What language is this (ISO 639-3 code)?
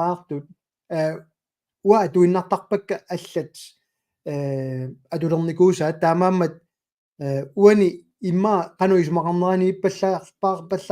kal